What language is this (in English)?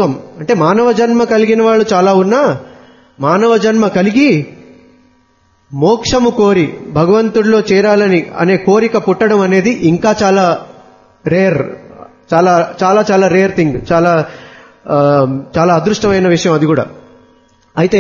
Telugu